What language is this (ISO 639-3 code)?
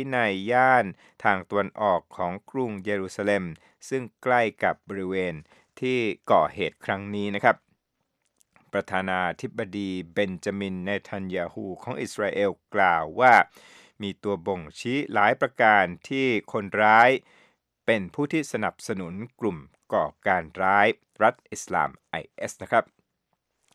tha